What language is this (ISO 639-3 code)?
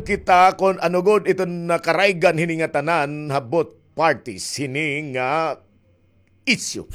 war